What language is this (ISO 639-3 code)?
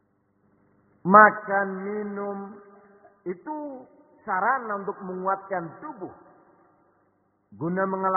ind